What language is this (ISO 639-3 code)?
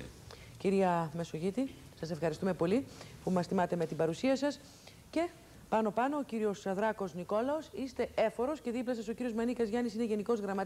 ell